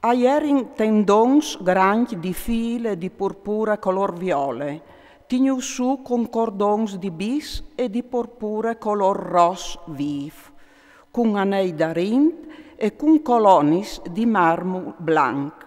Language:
Friulian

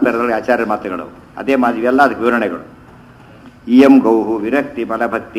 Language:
Kannada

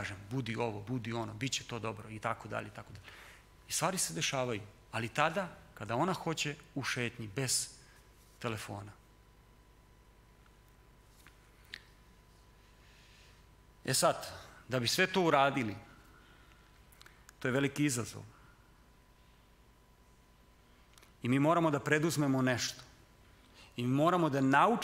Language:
Serbian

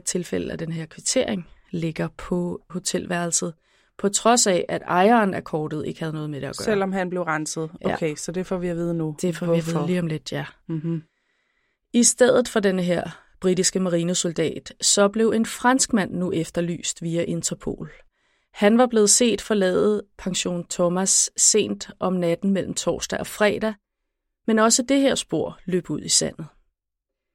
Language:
Danish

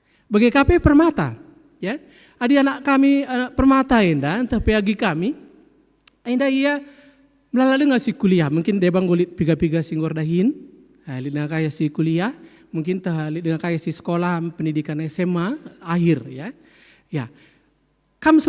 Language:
Batak Karo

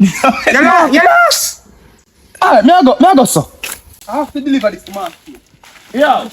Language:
Jamaican Creole English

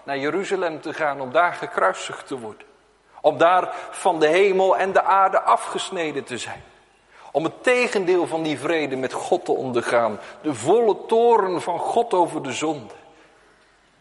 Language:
Dutch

